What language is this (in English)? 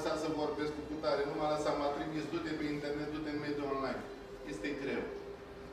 Romanian